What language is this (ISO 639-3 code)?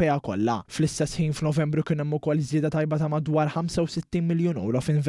mlt